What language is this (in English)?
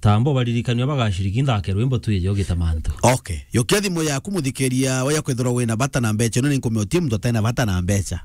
Meru